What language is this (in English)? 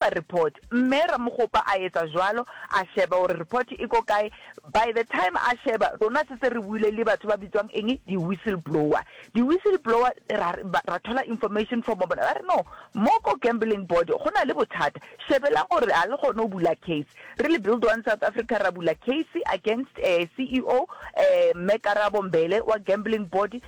Northern Sotho